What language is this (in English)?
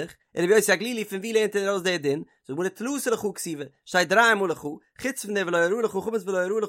Yiddish